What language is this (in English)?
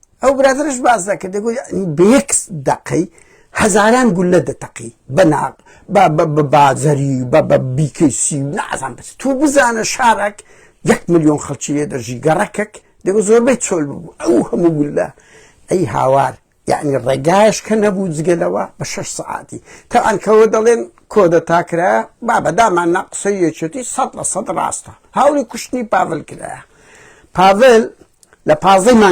Central Kurdish